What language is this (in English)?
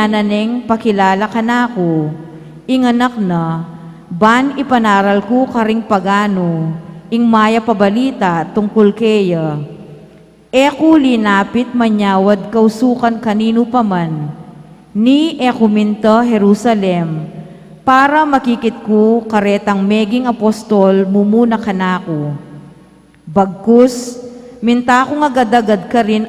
Pampanga